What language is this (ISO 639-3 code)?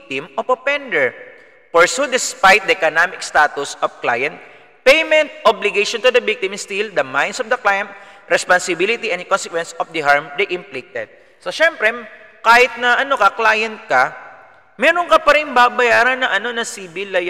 fil